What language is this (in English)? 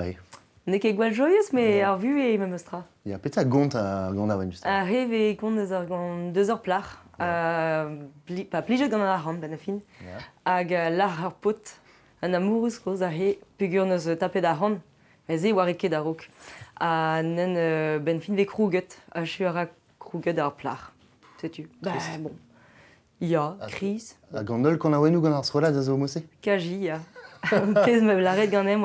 Breton